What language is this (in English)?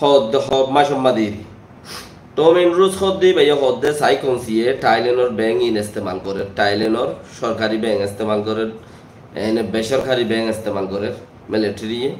Rohingya